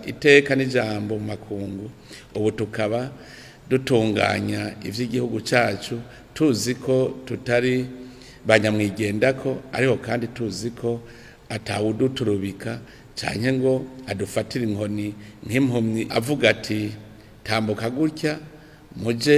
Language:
Rundi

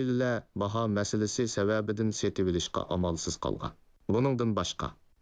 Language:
Uyghur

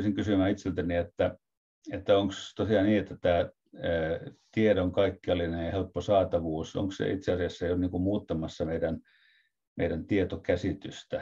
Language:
Finnish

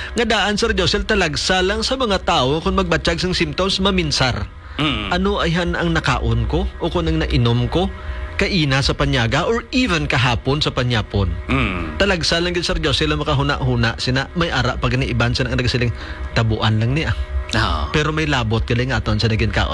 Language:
Hiligaynon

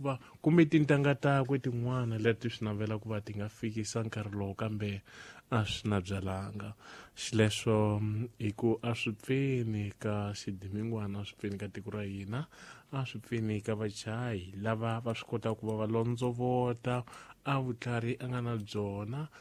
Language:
Tsonga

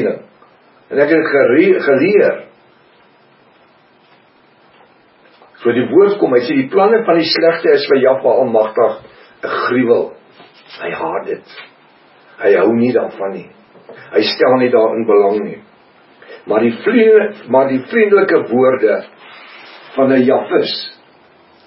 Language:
Afrikaans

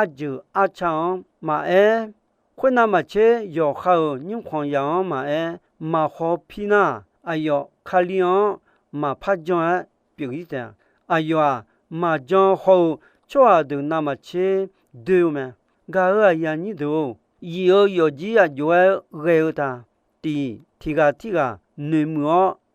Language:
Akha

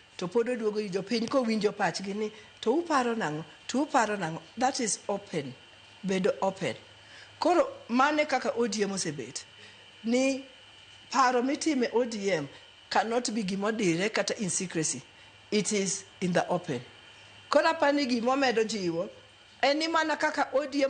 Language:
Luo (Kenya and Tanzania)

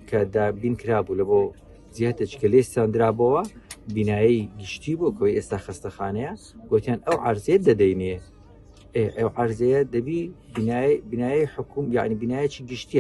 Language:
Central Kurdish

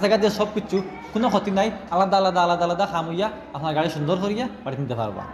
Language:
Sylheti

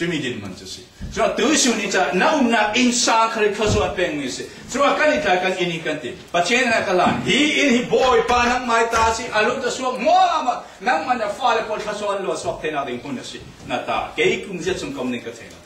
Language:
Falam Chin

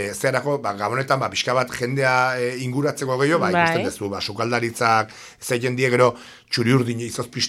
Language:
Basque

